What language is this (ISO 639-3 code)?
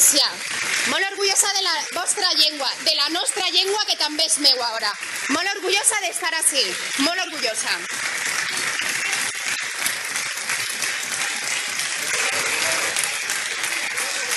cat